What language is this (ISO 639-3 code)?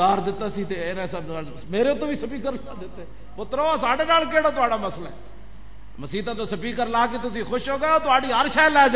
lah